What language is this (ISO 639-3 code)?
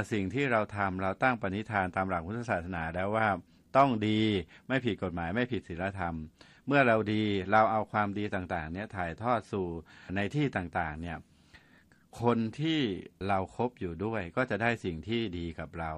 tha